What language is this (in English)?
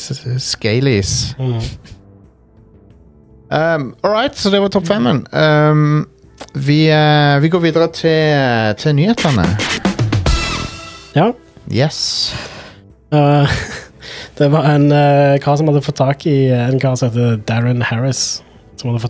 Norwegian